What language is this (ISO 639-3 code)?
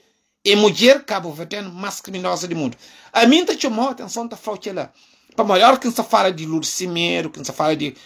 kea